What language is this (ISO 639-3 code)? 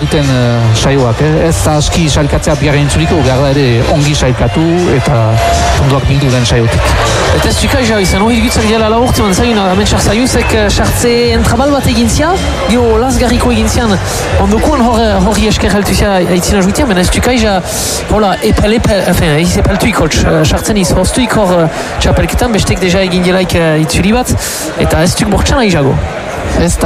eus